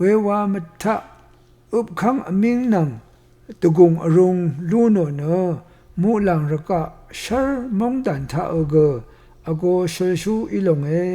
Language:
Rawang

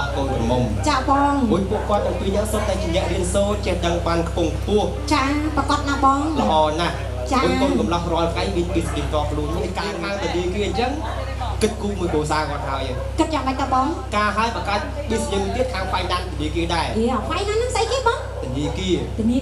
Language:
Khmer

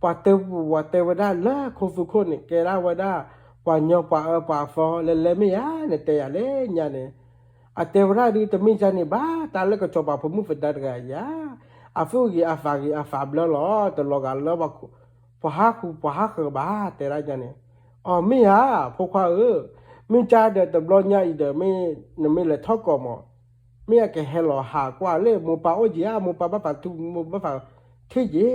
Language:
S'gaw Karen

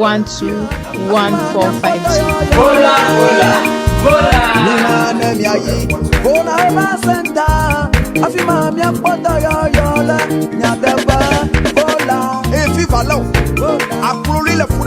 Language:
Ewe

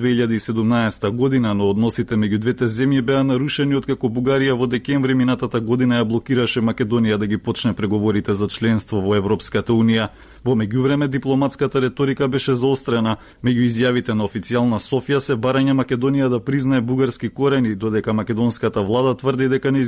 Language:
Macedonian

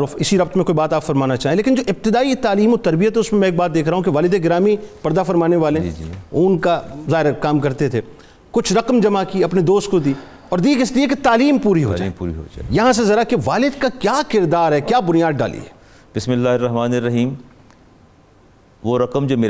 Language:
Urdu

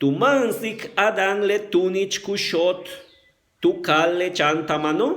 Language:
Yucateco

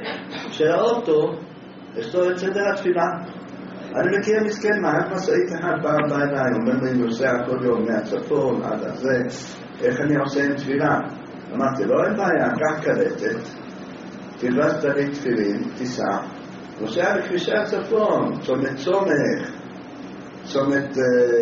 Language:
Hebrew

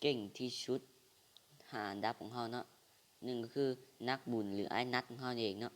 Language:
Lao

